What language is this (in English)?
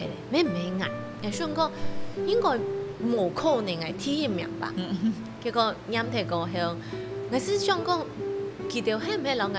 Hakka Chinese